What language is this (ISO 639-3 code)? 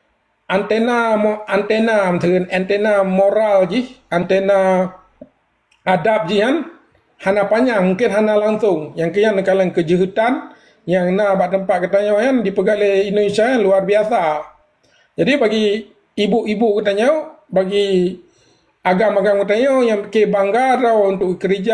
ace